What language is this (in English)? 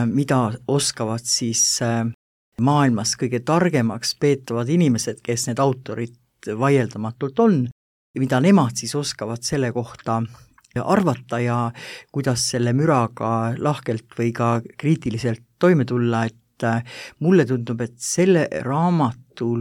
Estonian